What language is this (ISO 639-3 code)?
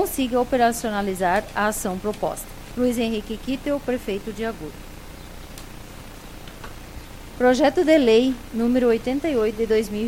por